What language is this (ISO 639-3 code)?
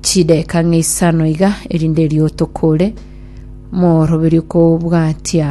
guz